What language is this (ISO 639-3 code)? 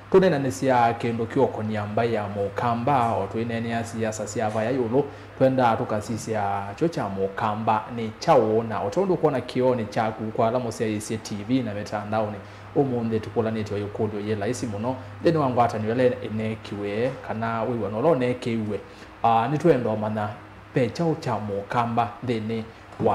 kam